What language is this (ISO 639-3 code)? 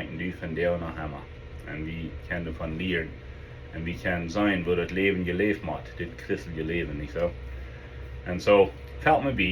pdt